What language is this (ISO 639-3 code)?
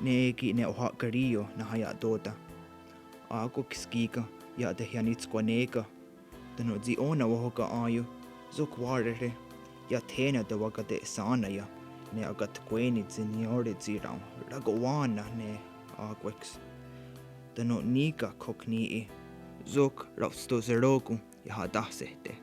moh